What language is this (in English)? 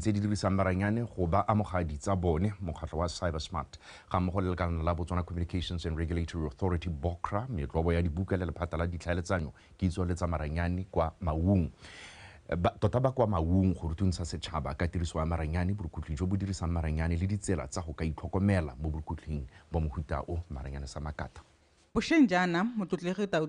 Tswana